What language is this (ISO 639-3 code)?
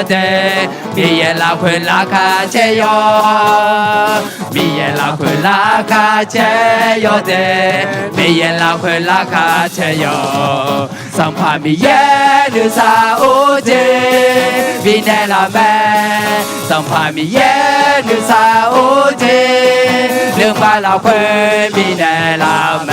ahk